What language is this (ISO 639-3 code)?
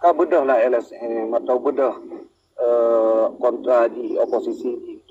ace